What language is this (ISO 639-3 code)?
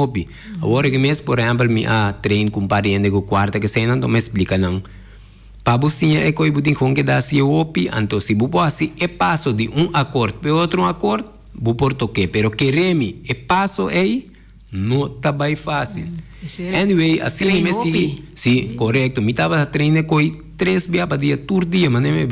pap